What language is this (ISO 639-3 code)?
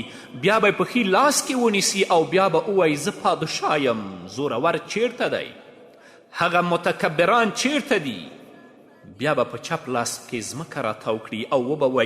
pus